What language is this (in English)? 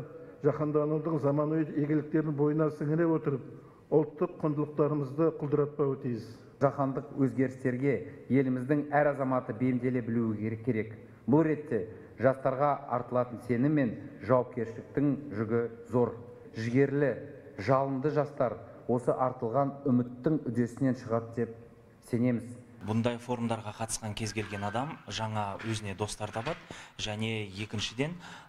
Kazakh